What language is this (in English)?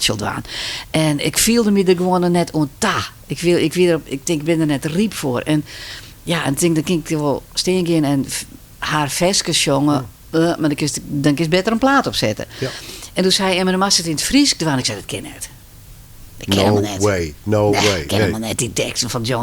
Western Frisian